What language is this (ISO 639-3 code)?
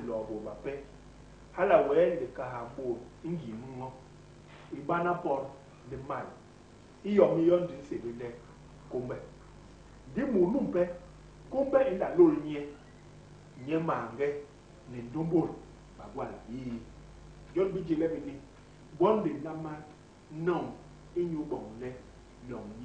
bas